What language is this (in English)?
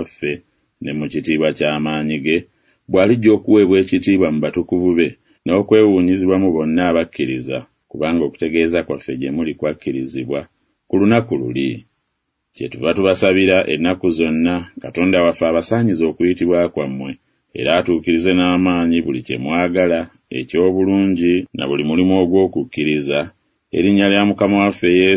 Ganda